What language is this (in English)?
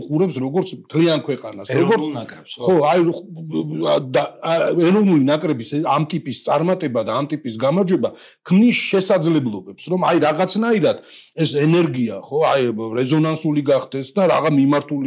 Georgian